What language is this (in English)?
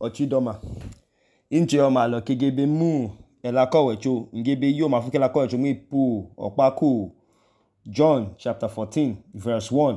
Idoma